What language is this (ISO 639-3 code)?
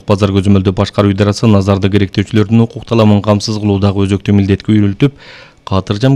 kir